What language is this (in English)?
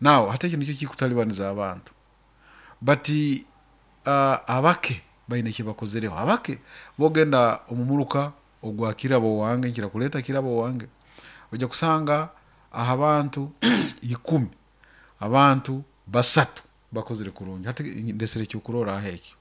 Nyoro